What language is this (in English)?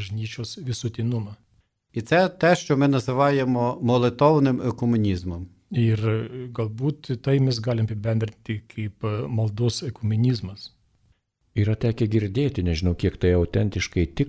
Lithuanian